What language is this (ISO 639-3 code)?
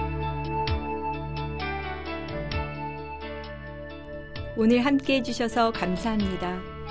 kor